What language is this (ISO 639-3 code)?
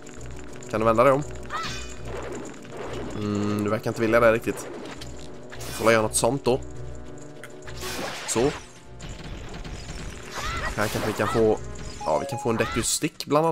swe